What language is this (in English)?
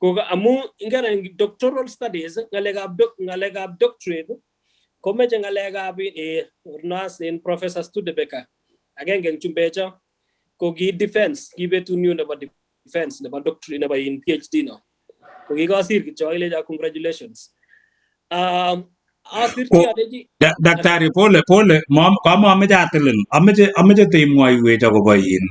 Kalenjin